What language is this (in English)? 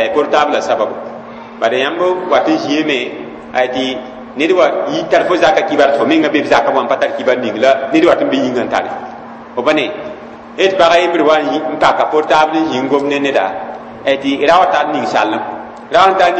Mossi